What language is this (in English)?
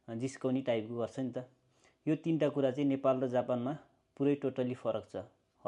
Nepali